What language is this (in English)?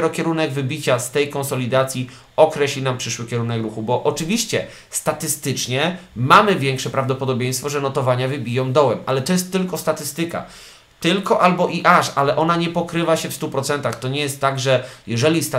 Polish